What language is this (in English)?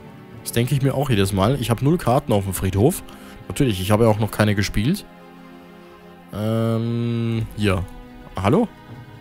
German